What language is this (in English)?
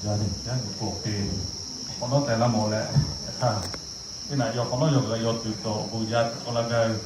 Lahu